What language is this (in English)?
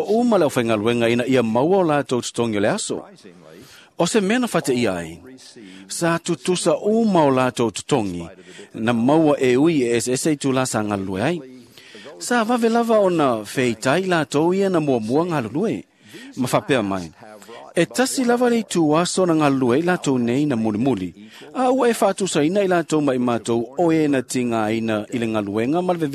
Samoan